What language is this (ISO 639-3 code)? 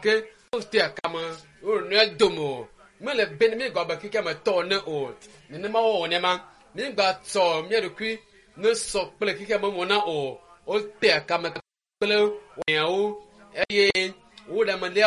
ewe